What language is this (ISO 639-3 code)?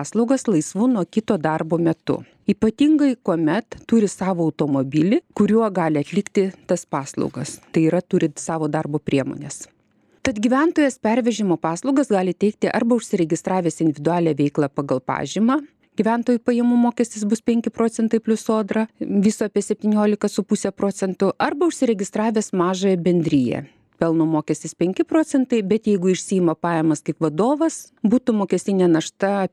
lit